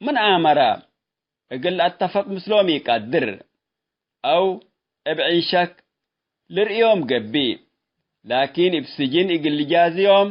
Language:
Tigre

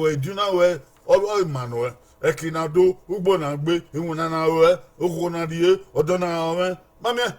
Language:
Bini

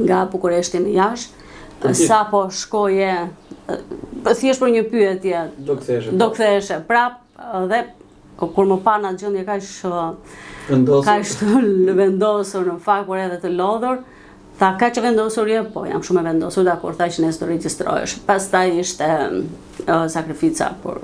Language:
Albanian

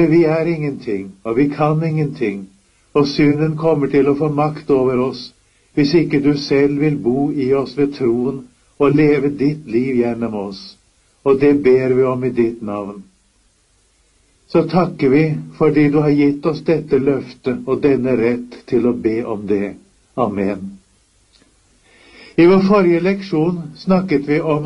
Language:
Norwegian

